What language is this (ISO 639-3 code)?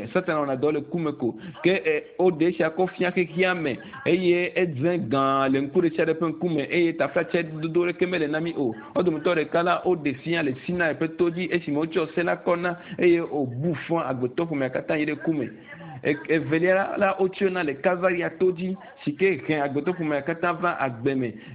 ewe